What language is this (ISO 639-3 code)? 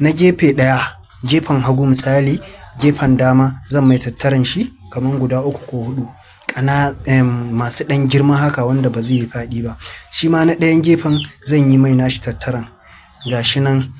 hau